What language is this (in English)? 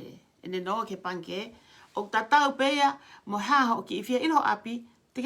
Tongan